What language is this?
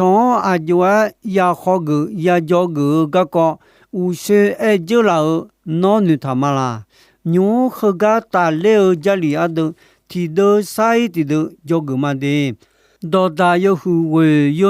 Akha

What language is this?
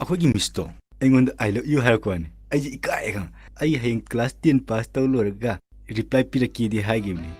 Manipuri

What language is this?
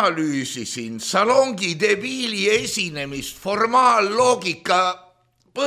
Estonian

